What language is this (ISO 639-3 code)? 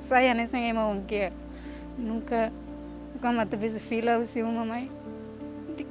tet